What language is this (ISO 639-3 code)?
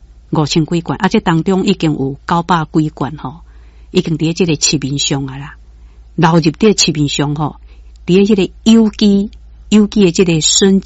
nan